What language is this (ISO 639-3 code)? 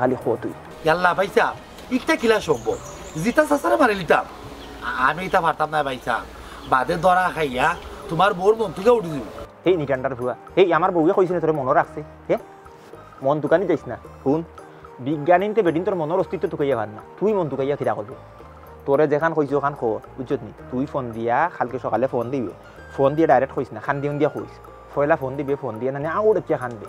syl